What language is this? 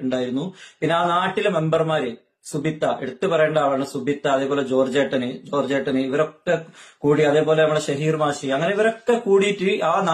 Malayalam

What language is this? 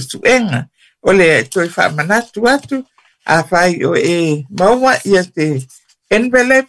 Samoan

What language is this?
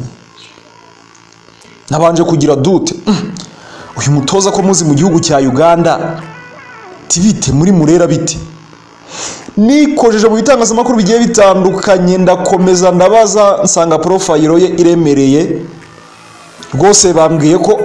Kinyarwanda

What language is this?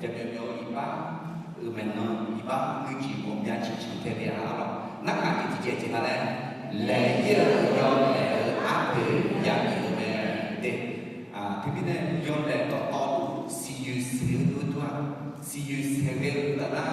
Akha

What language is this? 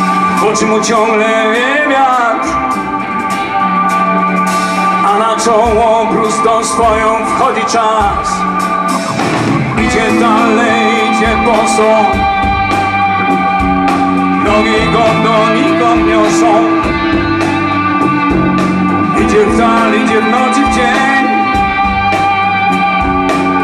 Polish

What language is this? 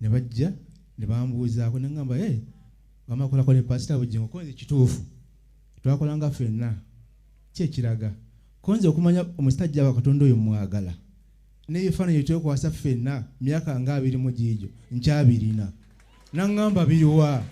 Ganda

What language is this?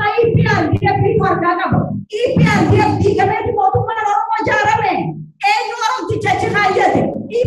Oromo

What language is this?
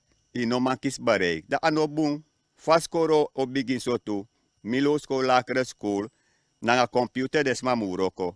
Dutch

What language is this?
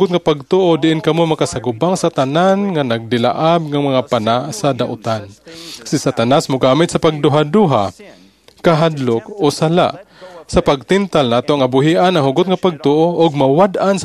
Cebuano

